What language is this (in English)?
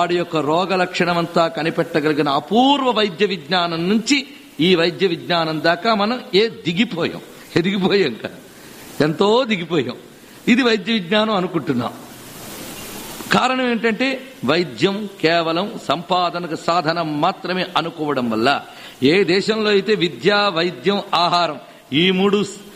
Telugu